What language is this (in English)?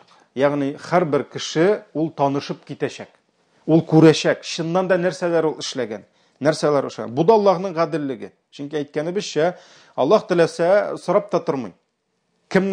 Tatar